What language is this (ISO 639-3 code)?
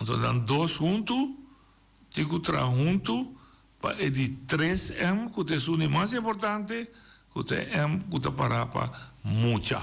pap